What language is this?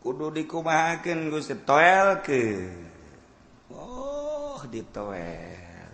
Sundanese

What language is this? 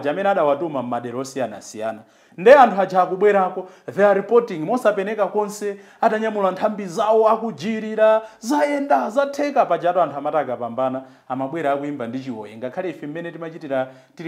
Nyanja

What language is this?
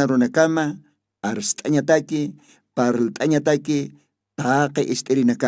Aymara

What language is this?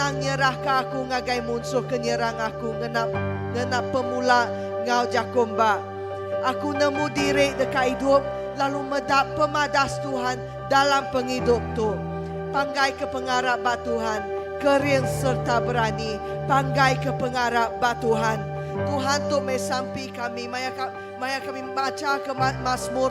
Iban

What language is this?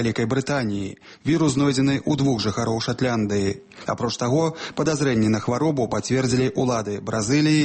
Belarusian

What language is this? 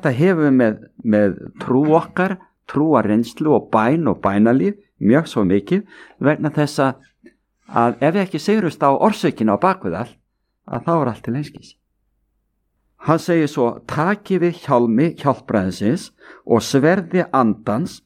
Icelandic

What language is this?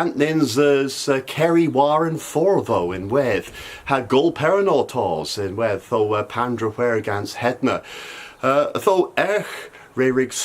Cornish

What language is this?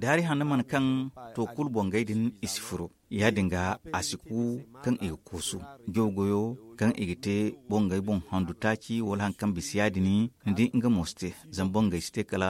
Zarma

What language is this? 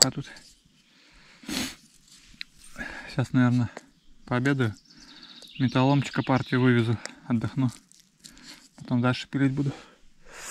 Russian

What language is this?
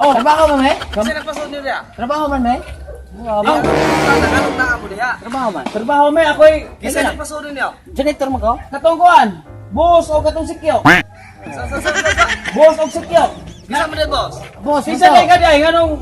Cebuano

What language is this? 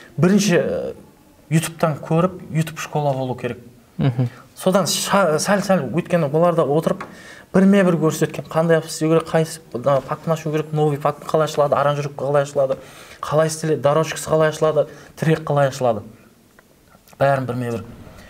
Kara-Kalpak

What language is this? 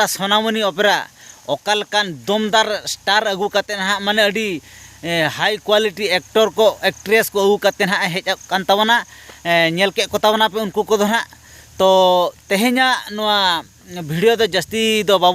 Santali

